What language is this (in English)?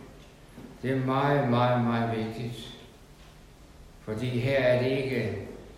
Danish